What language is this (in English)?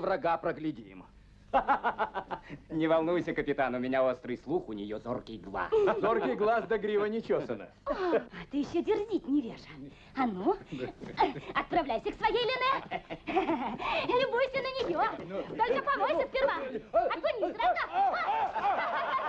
Russian